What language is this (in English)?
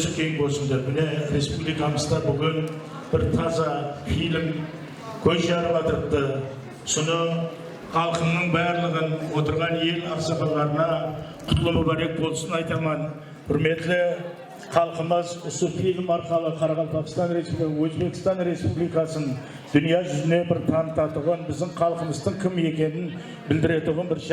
Kara-Kalpak